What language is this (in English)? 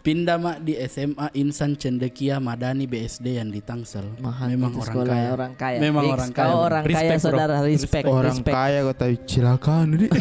Makassar Malay